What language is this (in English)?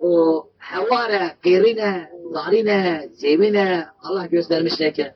Kurdish